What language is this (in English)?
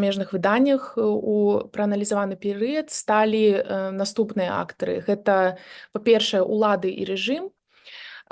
Belarusian